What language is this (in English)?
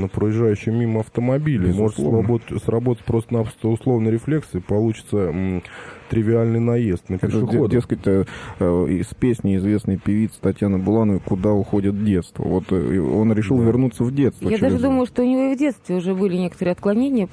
Russian